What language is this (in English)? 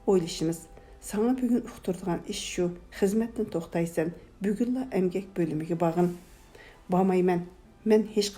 Uyghur